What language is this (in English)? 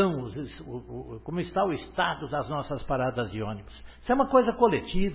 Portuguese